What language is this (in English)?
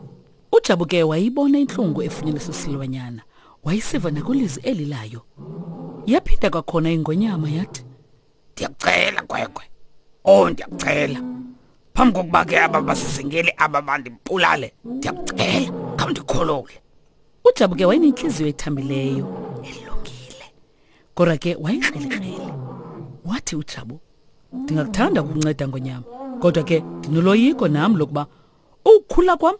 Xhosa